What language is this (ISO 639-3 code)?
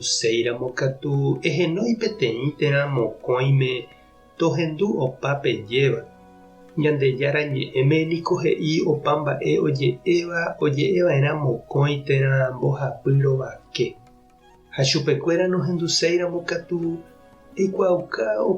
grn